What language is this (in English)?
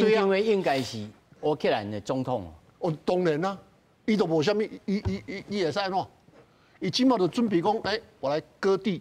Min Nan Chinese